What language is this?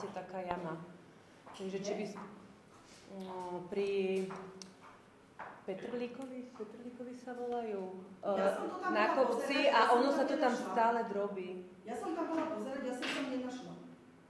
Slovak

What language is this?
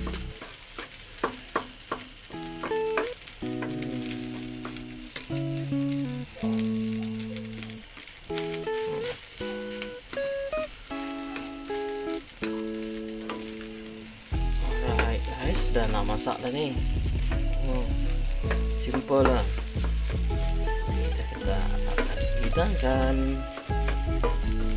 Malay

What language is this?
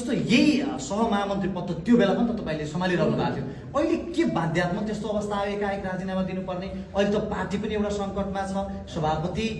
Nepali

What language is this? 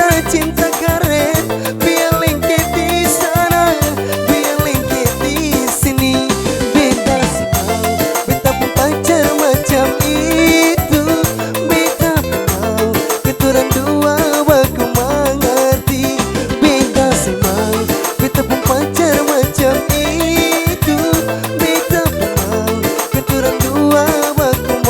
Ambonese Malay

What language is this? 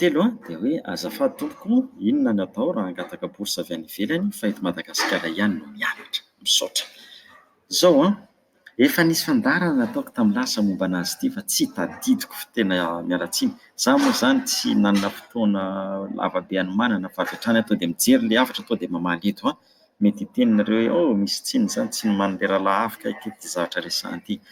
Malagasy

